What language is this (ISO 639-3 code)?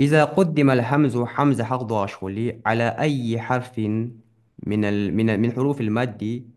inh